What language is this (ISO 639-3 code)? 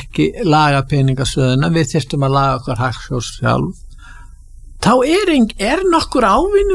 isl